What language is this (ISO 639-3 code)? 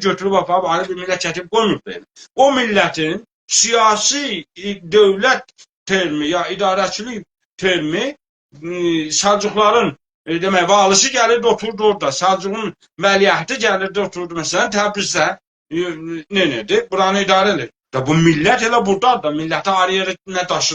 azb